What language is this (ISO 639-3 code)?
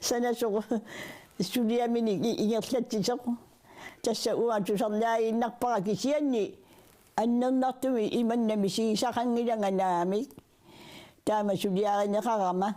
kal